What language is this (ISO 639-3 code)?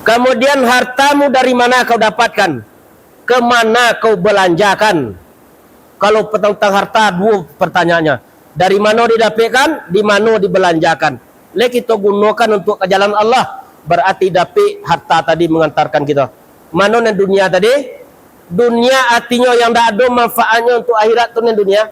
min